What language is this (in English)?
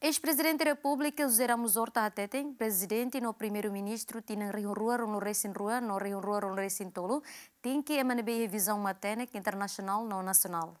Tetum